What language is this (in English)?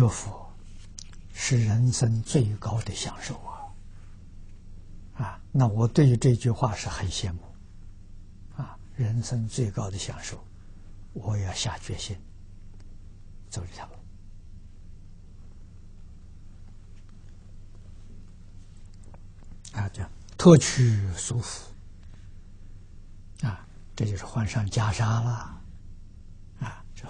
Chinese